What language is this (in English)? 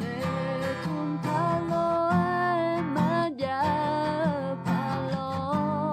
Akha